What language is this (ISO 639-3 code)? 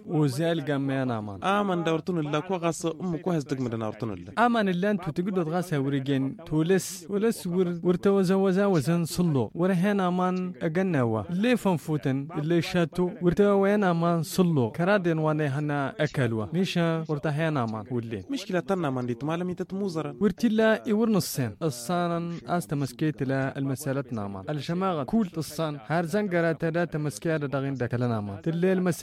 taq